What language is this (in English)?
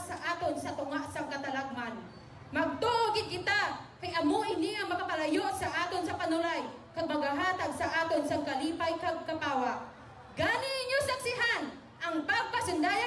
Hiligaynon